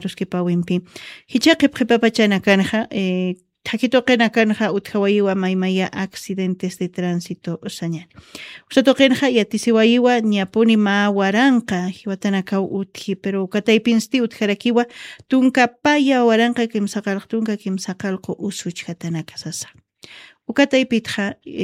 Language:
Aymara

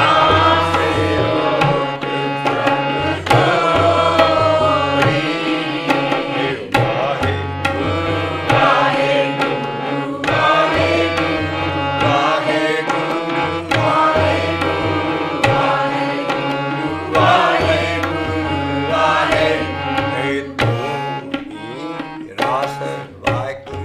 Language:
Punjabi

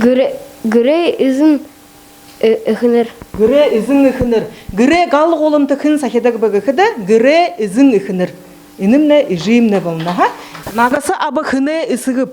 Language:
Buriat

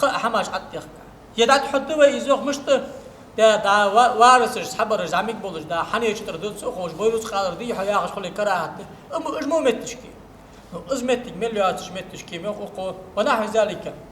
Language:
Ingush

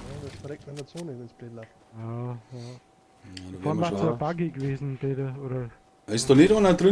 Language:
Bavarian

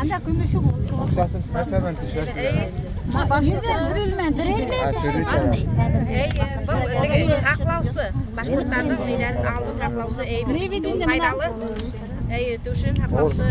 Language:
Bashkir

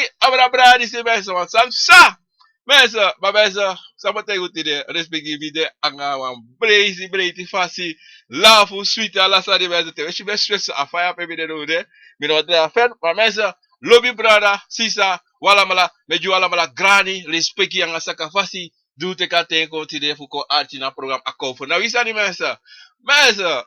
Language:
Sranan Tongo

